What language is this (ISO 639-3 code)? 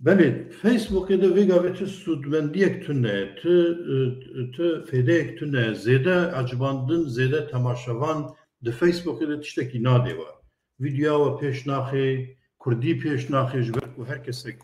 kur